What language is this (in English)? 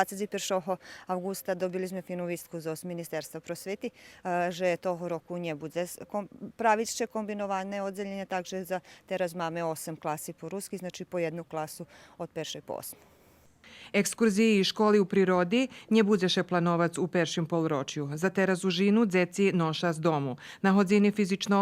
Rusyn